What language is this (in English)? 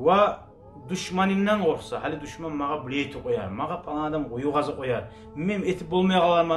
Kumyk